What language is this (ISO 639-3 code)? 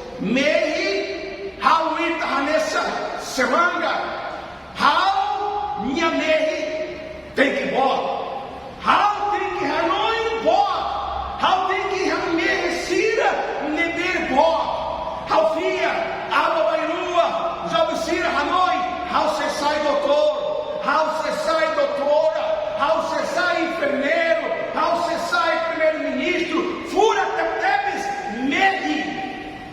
tet